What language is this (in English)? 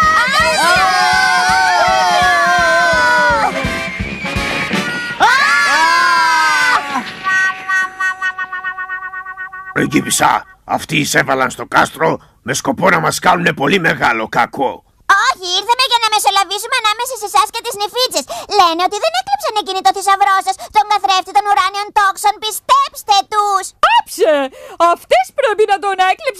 Greek